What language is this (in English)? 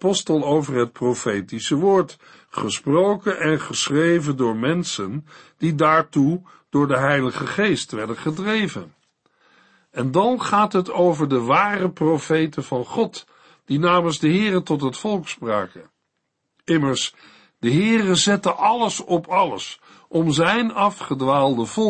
Dutch